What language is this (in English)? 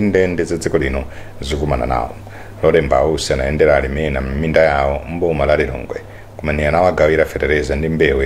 Nyanja